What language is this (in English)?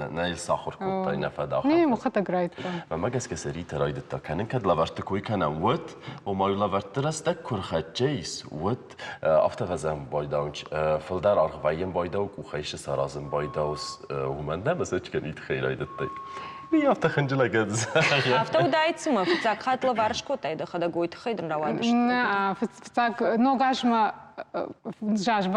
Ossetic